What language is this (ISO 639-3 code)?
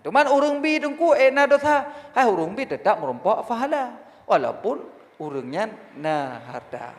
ace